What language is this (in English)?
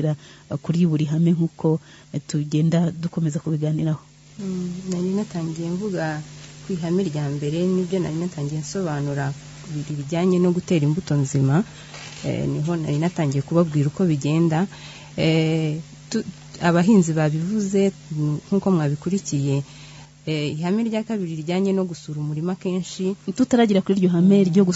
Kinyarwanda